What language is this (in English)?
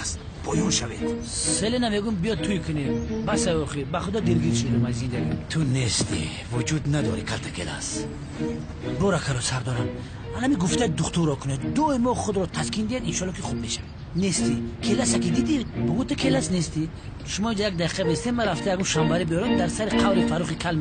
Tajik